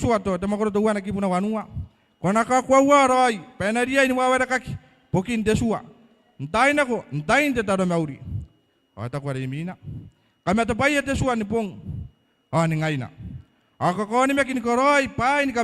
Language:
Gilbertese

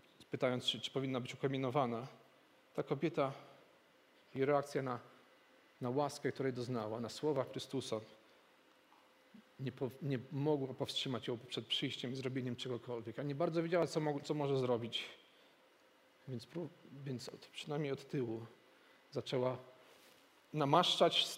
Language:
Polish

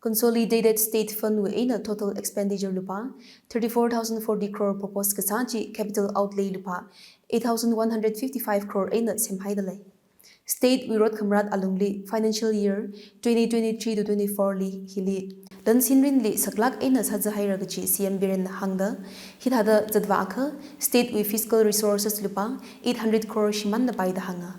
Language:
Tangkhul Naga (India)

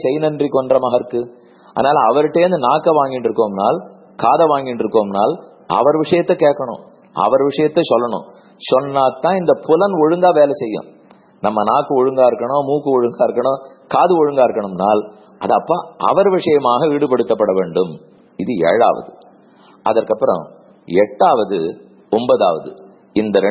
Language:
Tamil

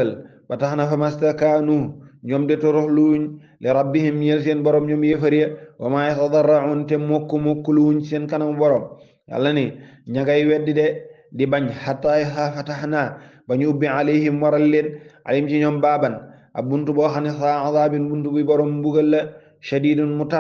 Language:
Wolof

